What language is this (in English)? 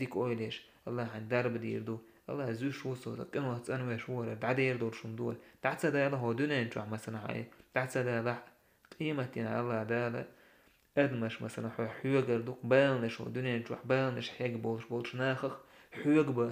Chechen